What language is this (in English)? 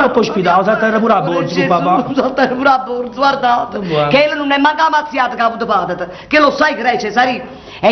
Neapolitan